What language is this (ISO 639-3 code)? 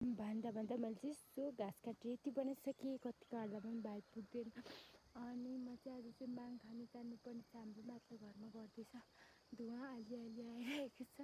nep